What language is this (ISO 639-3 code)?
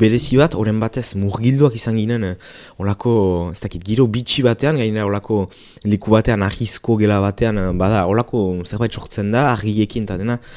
eus